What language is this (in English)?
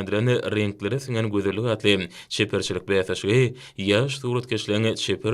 Turkmen